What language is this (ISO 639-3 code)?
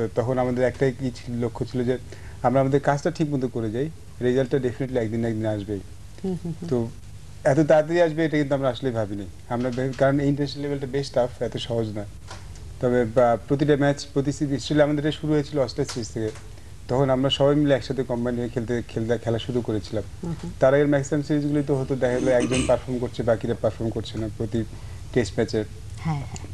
ben